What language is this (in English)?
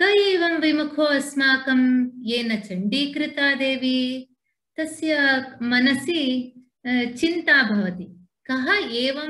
Sanskrit